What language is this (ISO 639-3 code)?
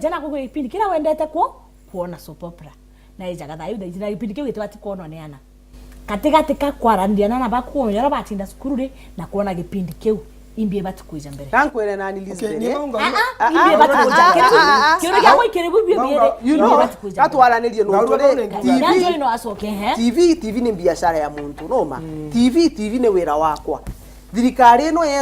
mer